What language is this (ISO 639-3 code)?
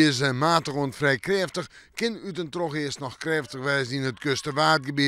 fry